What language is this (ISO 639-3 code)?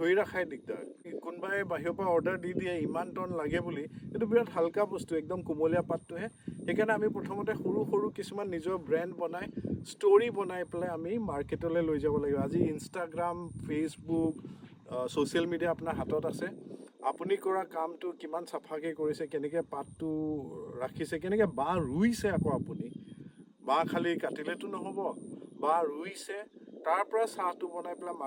asm